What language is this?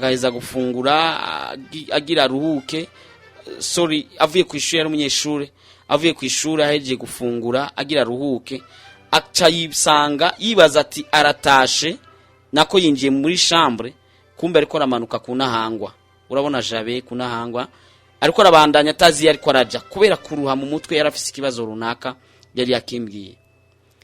Rundi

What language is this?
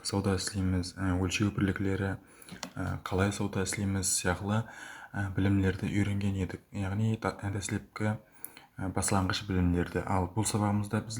Kara-Kalpak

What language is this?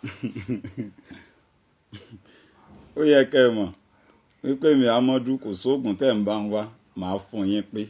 Yoruba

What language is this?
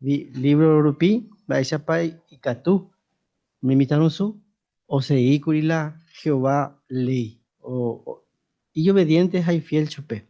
Guarani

